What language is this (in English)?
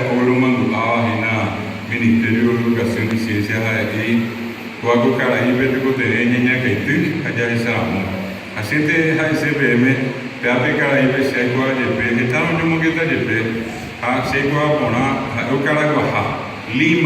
Guarani